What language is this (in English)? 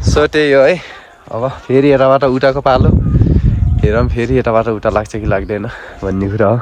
Nepali